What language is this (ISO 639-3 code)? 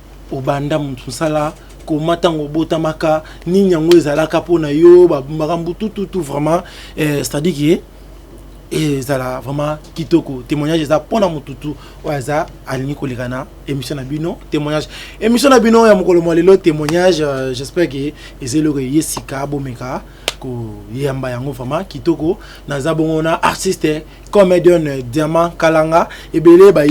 lin